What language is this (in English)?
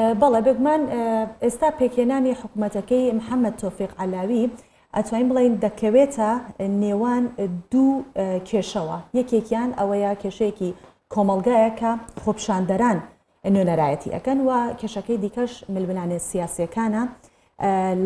Central Kurdish